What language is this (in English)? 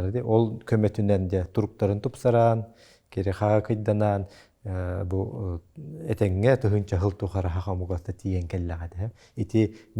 Yakut